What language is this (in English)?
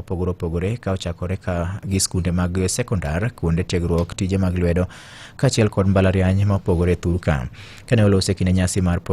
Luo (Kenya and Tanzania)